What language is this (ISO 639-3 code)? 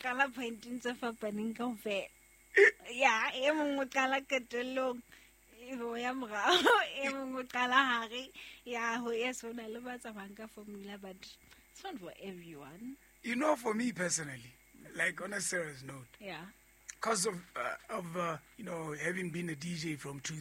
sot